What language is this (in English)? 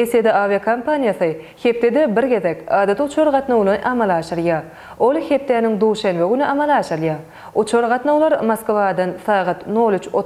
Turkmen